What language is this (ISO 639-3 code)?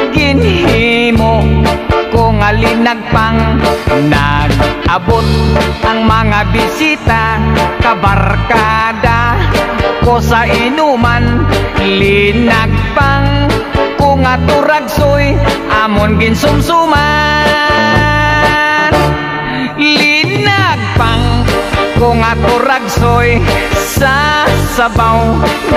hil